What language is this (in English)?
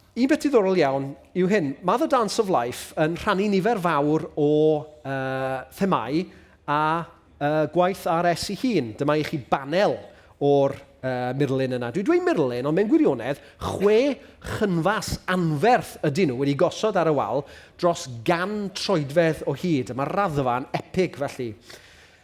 Welsh